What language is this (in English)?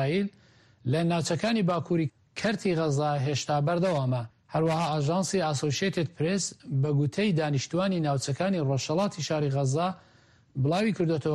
Central Kurdish